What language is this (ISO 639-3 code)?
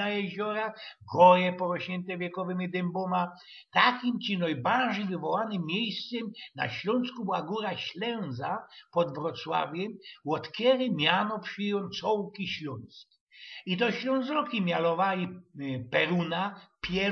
szl